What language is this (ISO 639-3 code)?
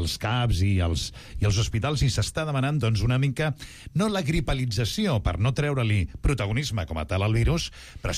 cat